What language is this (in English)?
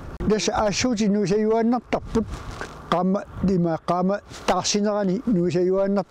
Kalaallisut